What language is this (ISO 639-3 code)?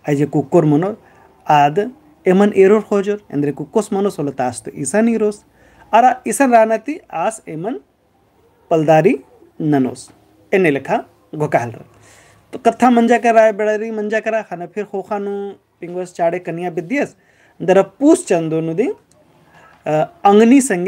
kru